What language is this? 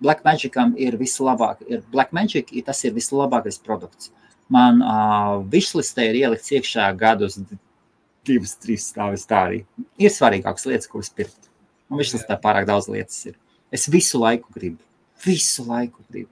Latvian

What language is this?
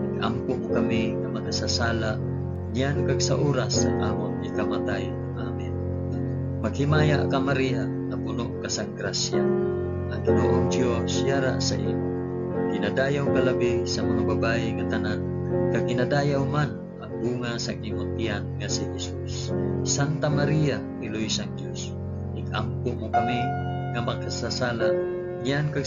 Hiligaynon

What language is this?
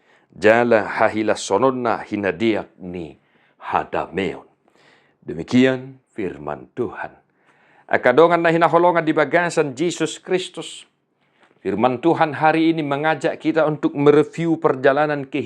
Batak Toba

